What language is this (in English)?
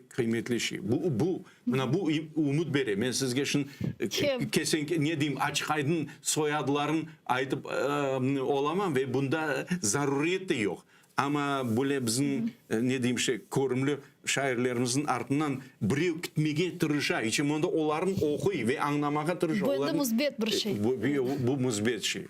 Crimean Tatar